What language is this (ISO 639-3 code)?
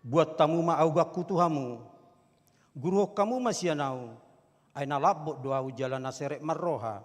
bbc